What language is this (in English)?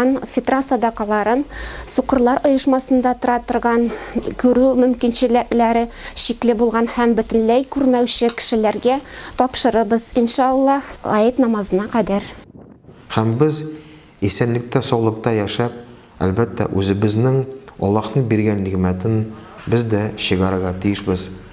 Tatar